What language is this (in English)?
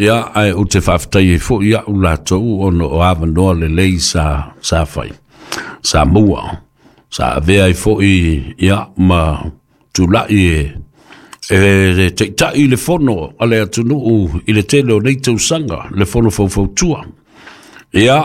Samoan